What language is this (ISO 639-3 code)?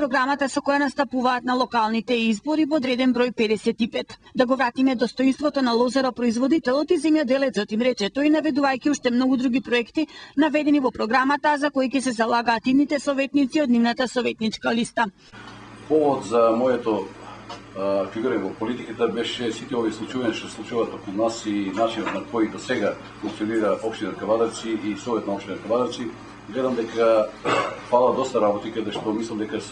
mkd